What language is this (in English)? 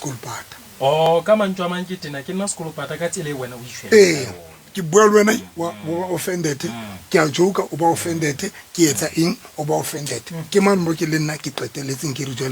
Southern Sotho